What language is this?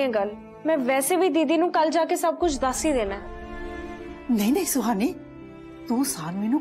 Punjabi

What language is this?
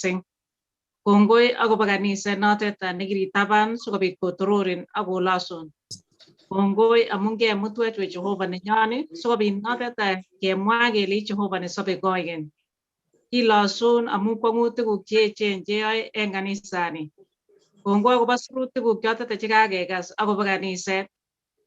Kalenjin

